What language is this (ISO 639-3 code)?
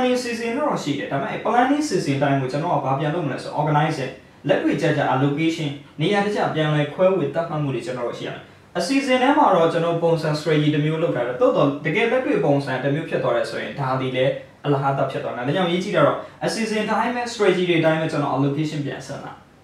mya